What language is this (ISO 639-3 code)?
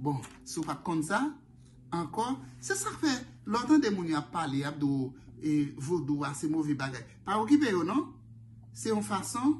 hat